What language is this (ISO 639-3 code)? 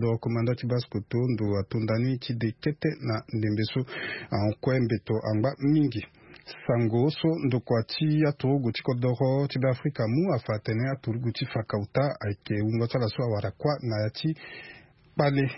sag